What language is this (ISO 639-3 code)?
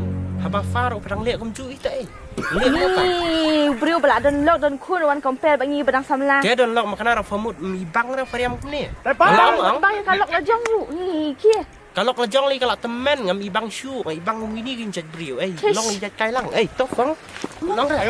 kha